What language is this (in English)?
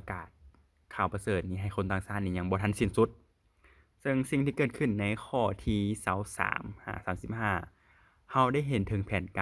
Lao